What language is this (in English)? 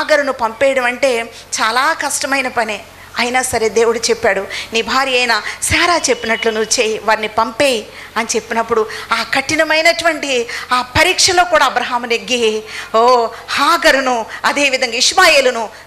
Telugu